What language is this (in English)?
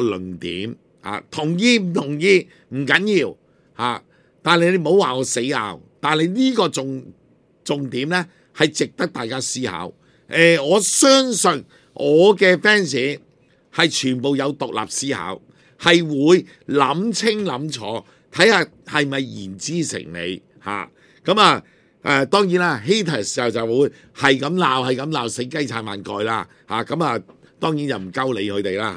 Cantonese